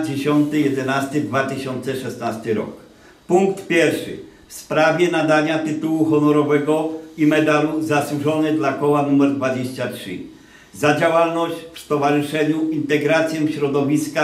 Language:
Polish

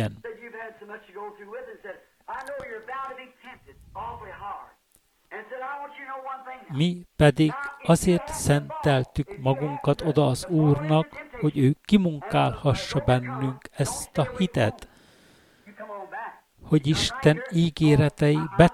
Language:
Hungarian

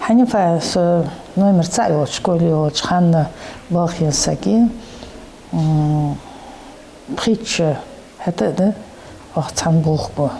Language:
Ingush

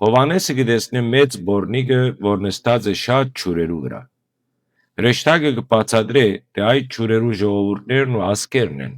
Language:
Western Armenian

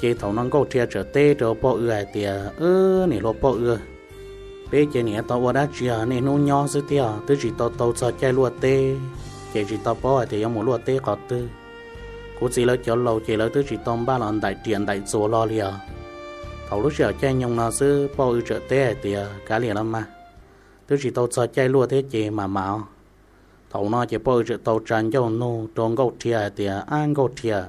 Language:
Hmong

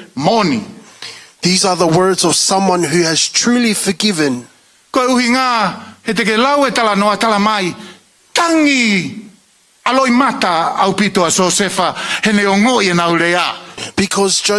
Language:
Tongan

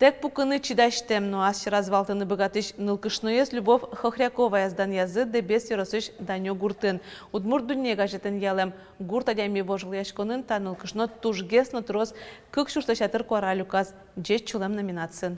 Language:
Udmurt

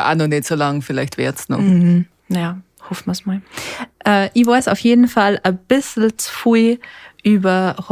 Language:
Bavarian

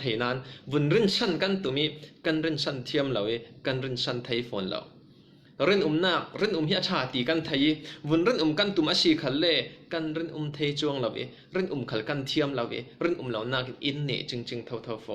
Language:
Falam Chin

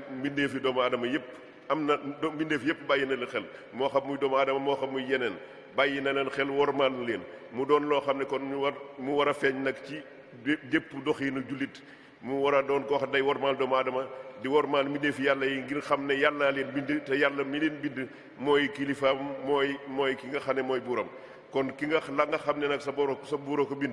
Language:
Wolof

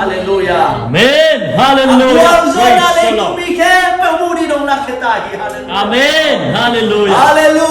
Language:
Tedim Chin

